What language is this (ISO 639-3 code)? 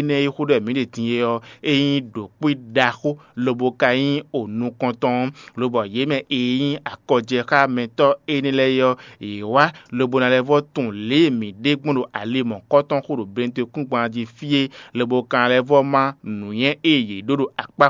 fon